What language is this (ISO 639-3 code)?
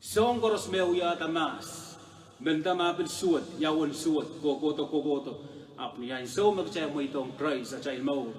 pon